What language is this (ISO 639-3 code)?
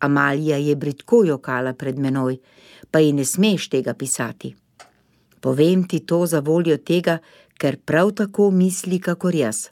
slv